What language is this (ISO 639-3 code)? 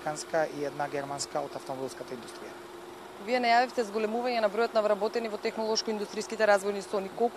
mkd